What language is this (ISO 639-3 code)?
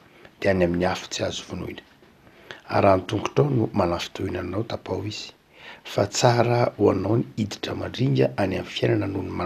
mlg